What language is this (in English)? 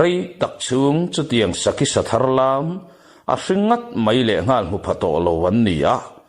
Mizo